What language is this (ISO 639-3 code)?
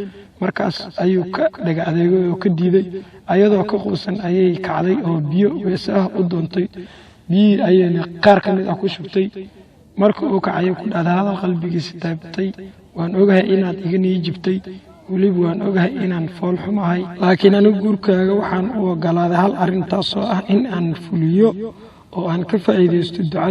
som